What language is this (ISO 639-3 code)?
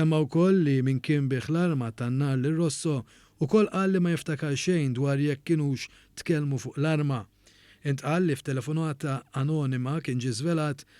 mlt